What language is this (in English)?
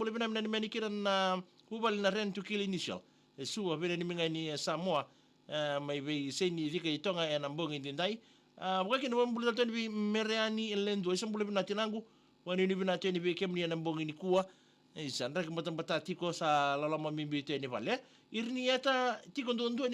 Fijian